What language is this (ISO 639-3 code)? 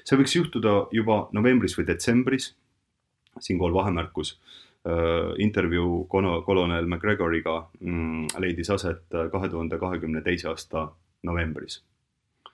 est